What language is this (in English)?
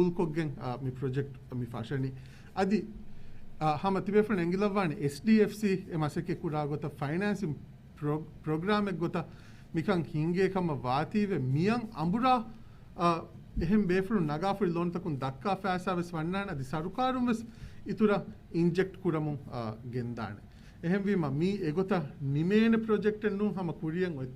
Divehi